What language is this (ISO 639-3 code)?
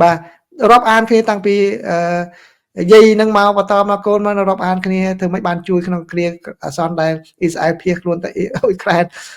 khm